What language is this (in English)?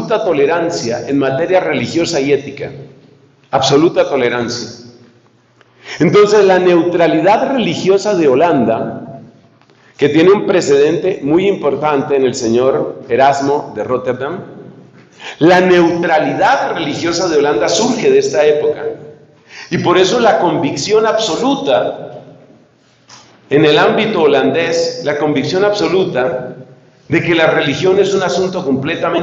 Spanish